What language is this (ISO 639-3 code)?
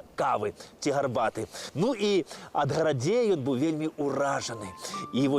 bel